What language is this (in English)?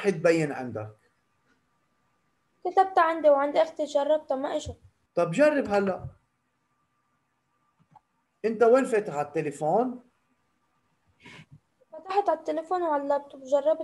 North Levantine Arabic